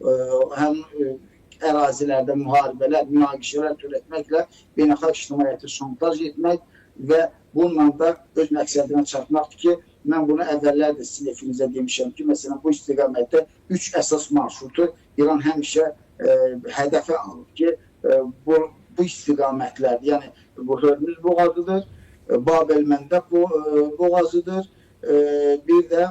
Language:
Azerbaijani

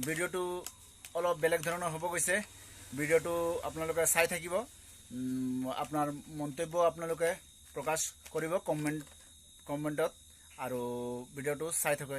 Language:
Assamese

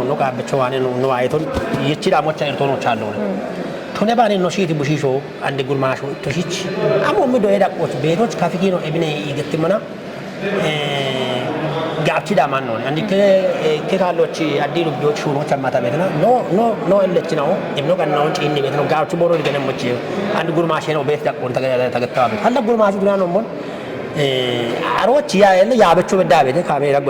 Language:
Kafa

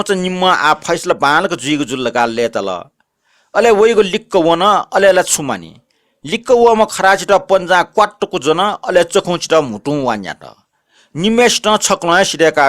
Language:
Newari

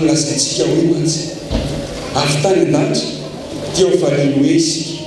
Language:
Malagasy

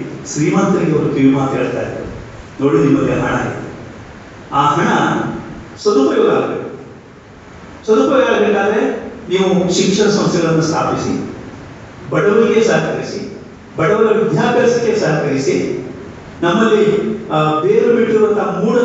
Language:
Kannada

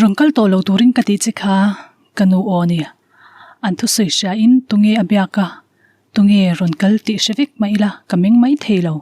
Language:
Mizo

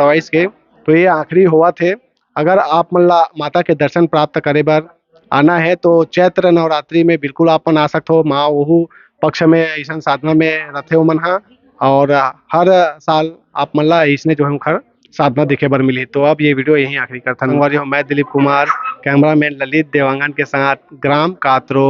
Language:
Chhattisgarhi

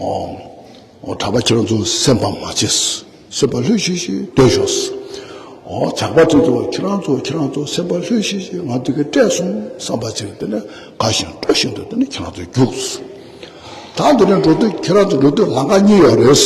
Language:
Tibetan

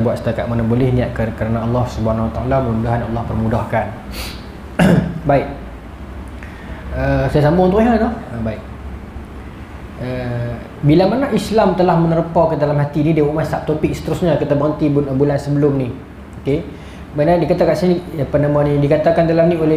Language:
Malay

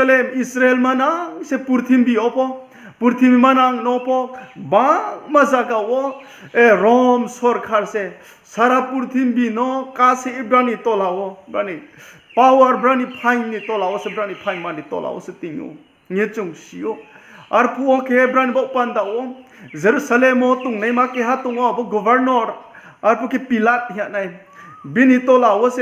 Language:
Riang (India)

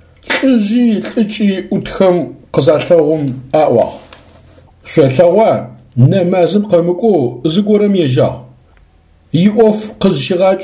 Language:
Adyghe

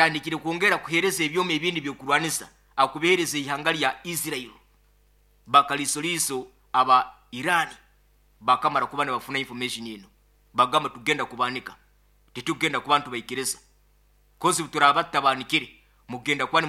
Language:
Nyankole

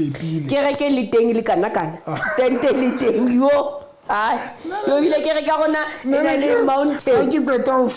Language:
Southern Sotho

